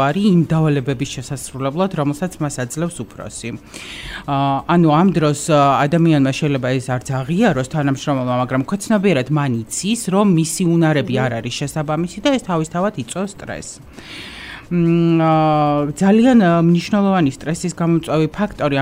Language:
Georgian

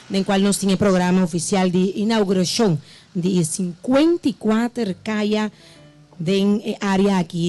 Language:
Papiamento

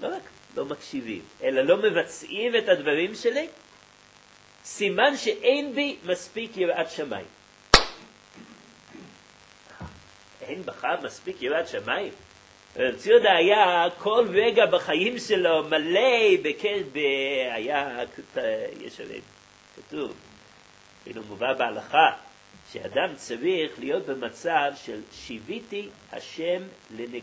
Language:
Hebrew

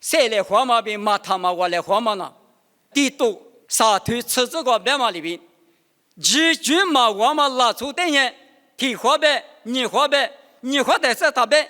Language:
Lisu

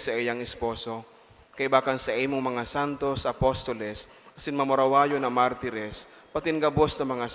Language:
Bikol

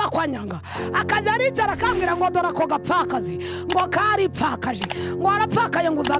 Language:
Kinyarwanda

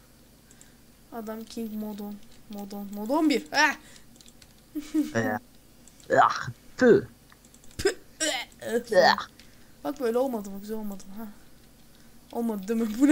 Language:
Turkish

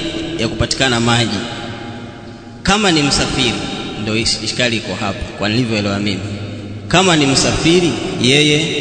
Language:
Swahili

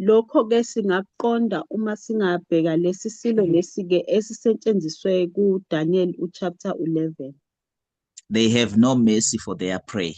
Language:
Zulu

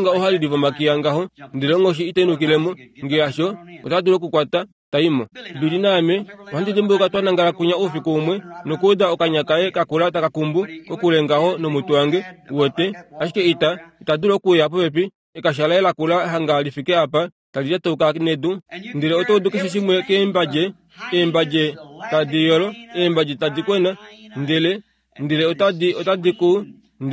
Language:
Kuanyama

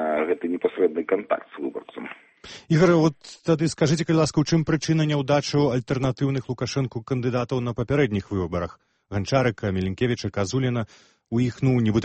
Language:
Belarusian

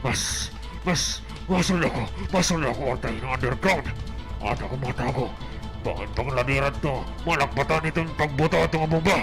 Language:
Waray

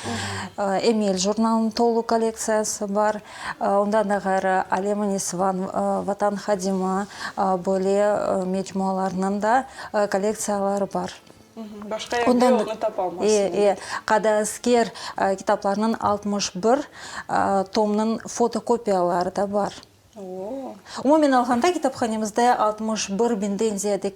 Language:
Crimean Tatar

